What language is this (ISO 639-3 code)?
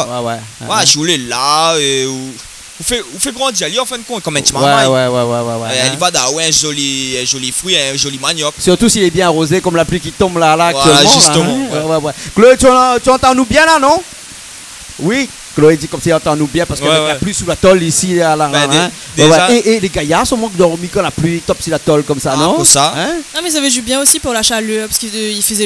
rcf